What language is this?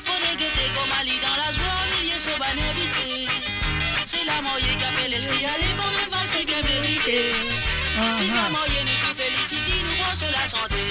Morisyen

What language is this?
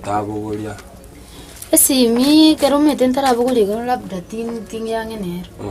Gusii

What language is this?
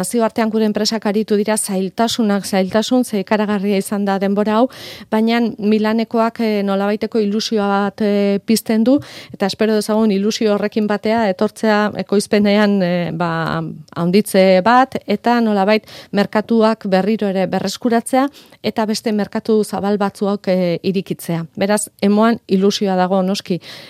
Basque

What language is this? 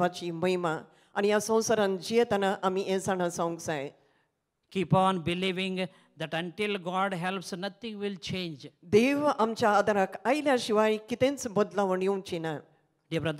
Konkani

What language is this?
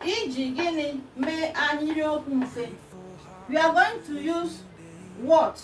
Igbo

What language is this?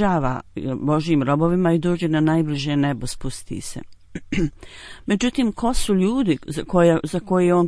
Bosnian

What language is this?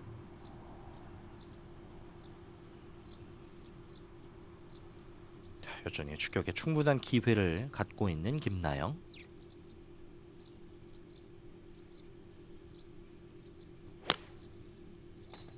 Korean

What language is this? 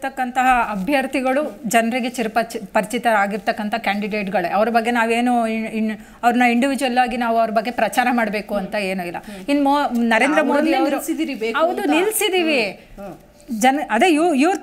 Kannada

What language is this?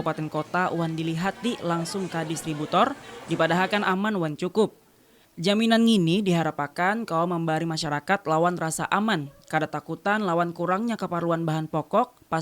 Banjar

